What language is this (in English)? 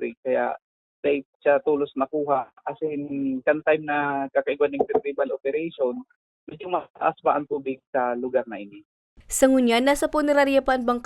Bikol